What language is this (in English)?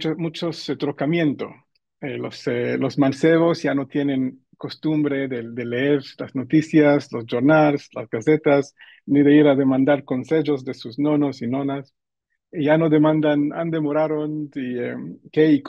Ladino